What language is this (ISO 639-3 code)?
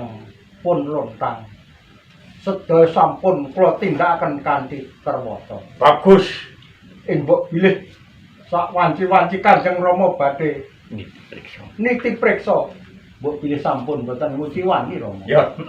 jav